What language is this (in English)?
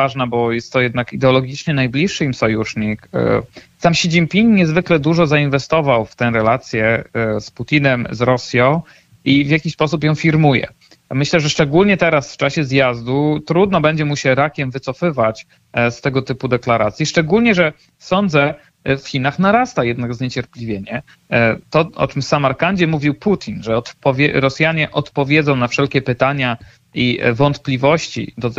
Polish